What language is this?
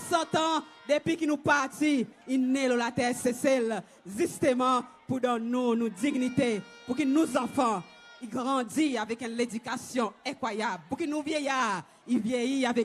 Seselwa Creole French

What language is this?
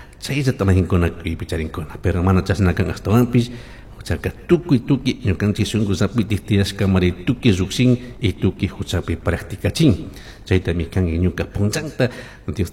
Chimborazo Highland Quichua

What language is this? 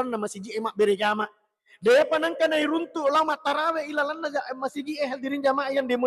Buginese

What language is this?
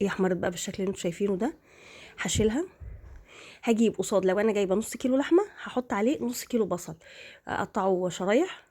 Egyptian Arabic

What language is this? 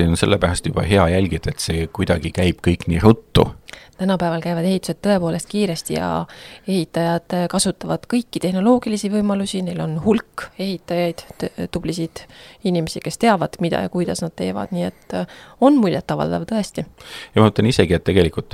Estonian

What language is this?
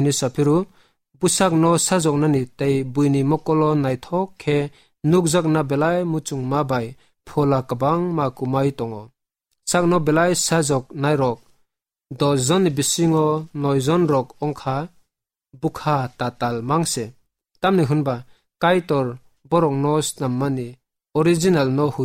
Kok Borok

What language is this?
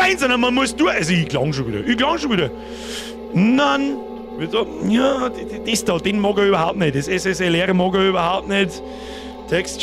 Bavarian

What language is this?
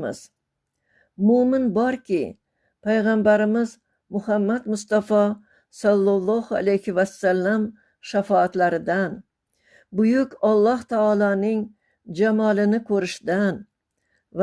Uzbek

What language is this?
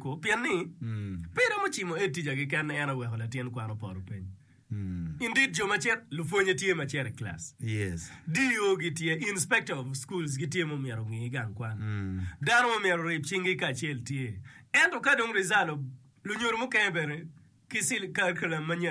Acoli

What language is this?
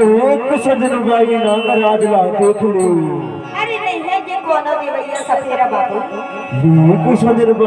Chhattisgarhi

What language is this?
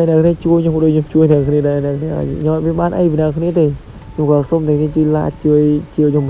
Khmer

